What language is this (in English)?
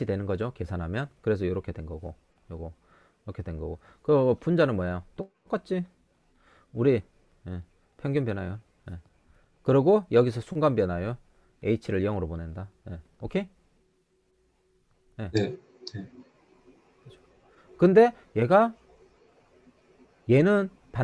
Korean